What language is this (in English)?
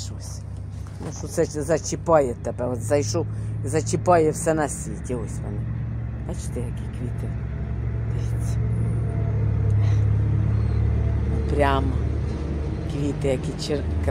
Ukrainian